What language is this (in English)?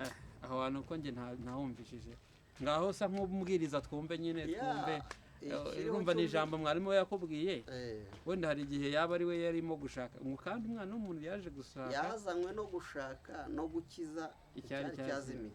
Kinyarwanda